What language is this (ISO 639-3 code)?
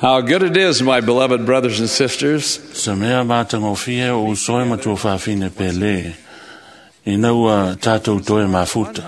smo